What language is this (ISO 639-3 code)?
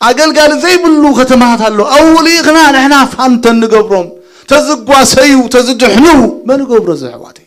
tir